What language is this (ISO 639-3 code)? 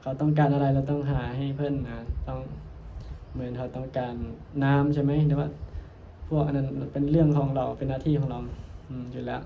tts